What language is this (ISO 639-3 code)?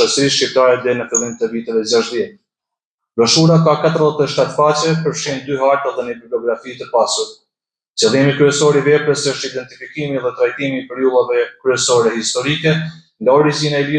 sqi